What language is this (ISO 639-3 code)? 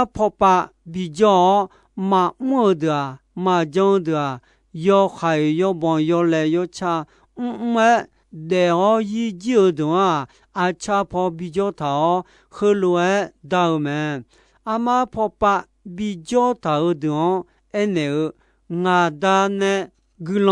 ahk